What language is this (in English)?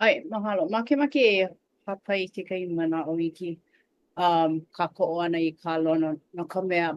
Hawaiian